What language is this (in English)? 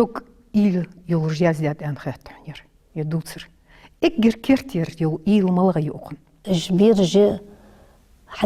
Ingush